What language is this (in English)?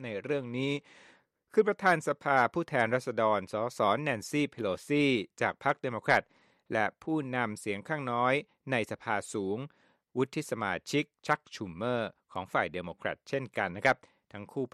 Thai